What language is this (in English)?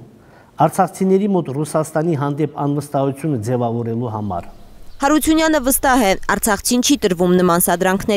Armenian